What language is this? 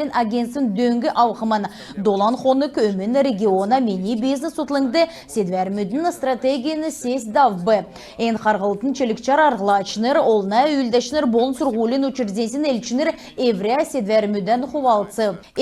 Kalmyk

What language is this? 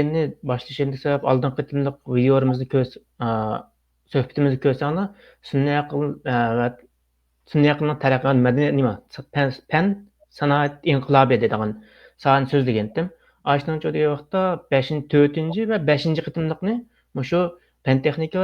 Uyghur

